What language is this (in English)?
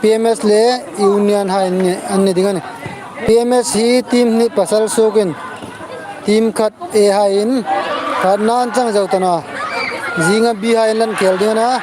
Hmar